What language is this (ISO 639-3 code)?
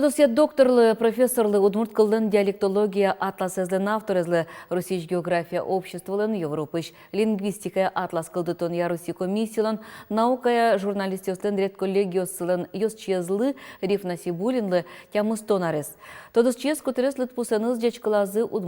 udm